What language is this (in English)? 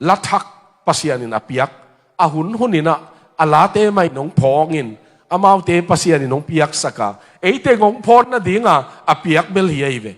Tedim Chin